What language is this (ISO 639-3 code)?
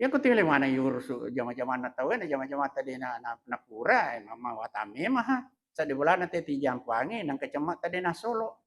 bug